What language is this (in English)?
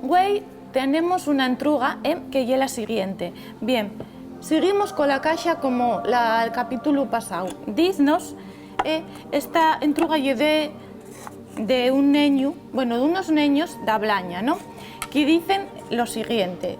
Asturian